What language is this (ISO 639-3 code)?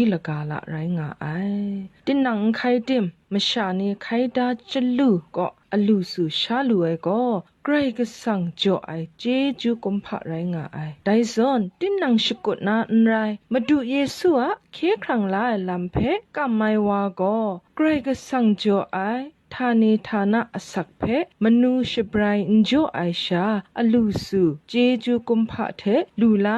kac